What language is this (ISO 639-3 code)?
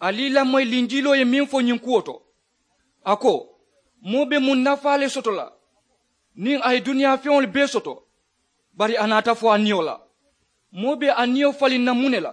man